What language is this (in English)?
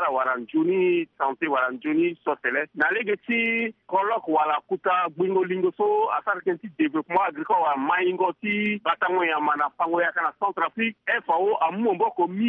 Sango